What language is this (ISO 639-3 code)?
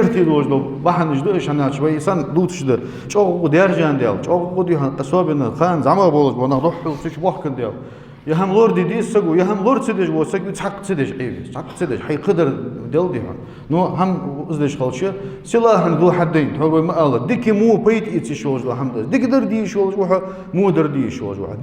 inh